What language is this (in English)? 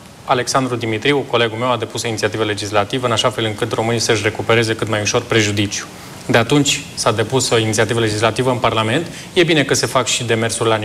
Romanian